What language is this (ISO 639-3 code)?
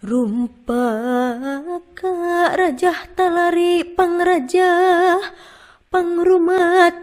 sun